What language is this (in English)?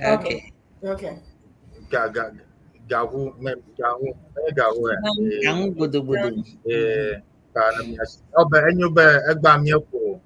Ewe